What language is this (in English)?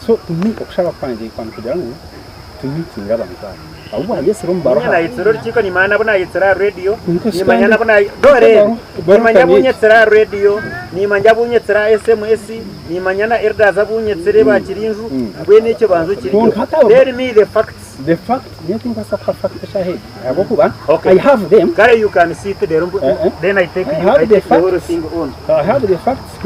Nyankole